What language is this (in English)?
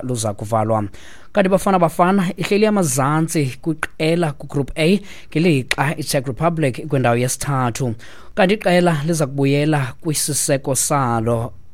Xhosa